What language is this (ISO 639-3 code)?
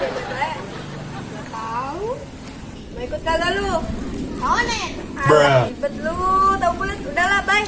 bew